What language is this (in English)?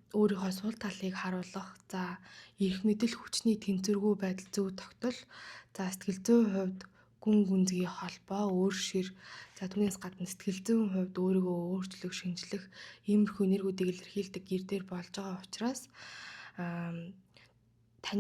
Mongolian